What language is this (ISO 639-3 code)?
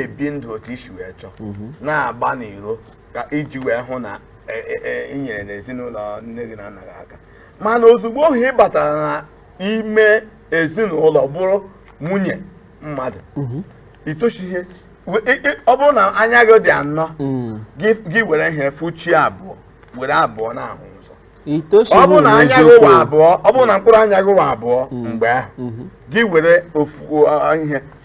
ibo